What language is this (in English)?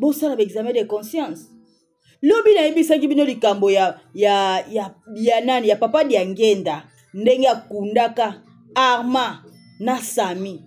Lingala